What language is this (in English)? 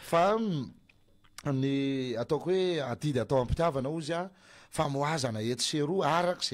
Malagasy